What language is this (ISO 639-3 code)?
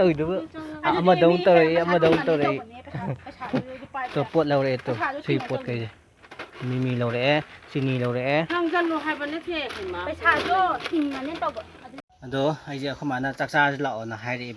mni